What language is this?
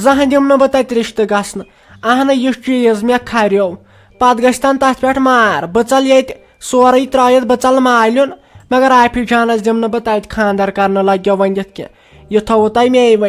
Kashmiri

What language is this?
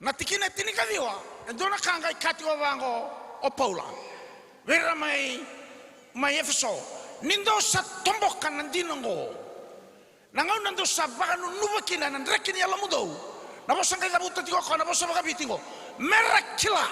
Fijian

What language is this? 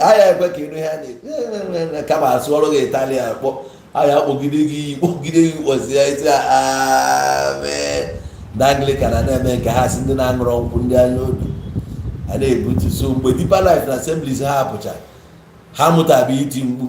Igbo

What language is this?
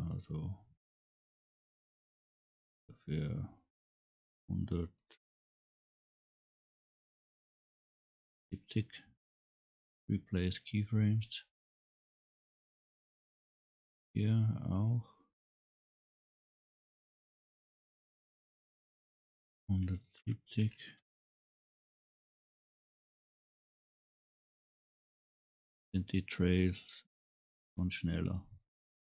German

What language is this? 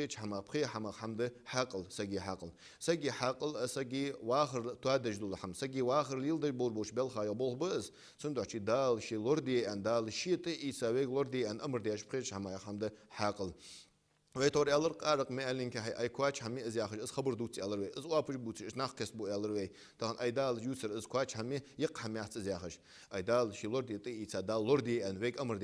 Ingush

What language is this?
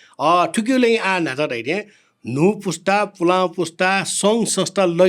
Newari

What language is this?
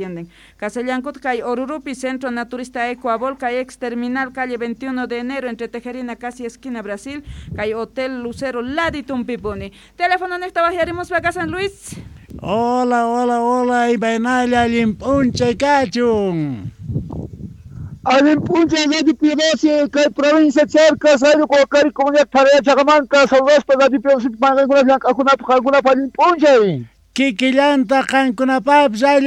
South Bolivian Quechua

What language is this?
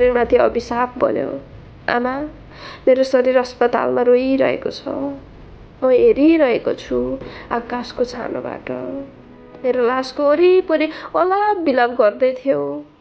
Nepali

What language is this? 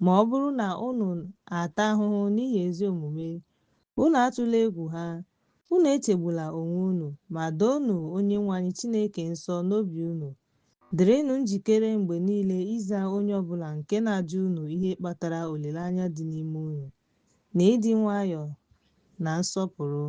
Igbo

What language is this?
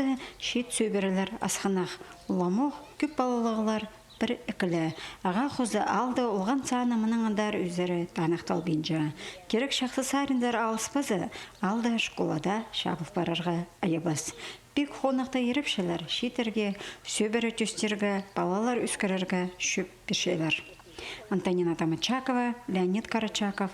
Khakas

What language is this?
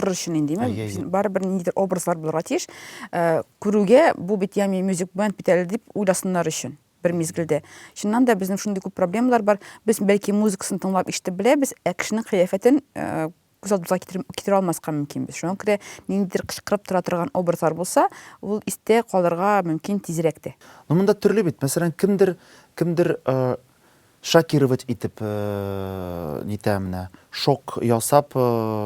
Tatar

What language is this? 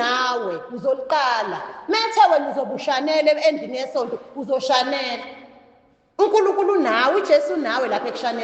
Zulu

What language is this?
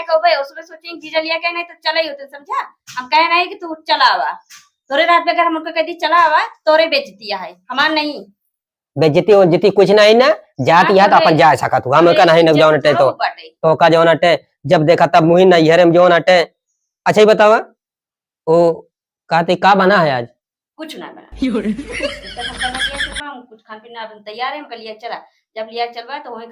Awadhi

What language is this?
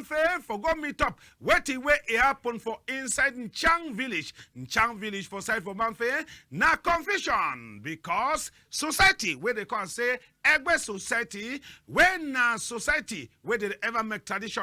Cameroon Pidgin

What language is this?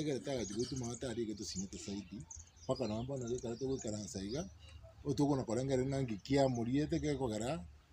Gusii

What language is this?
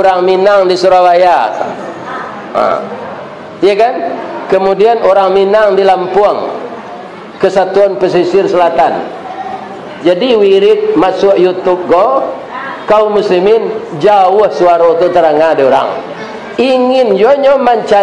Minangkabau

